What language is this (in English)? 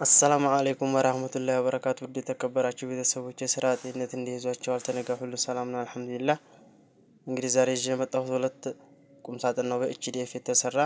Amharic